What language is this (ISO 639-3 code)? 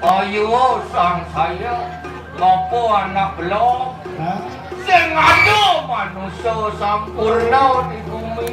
ban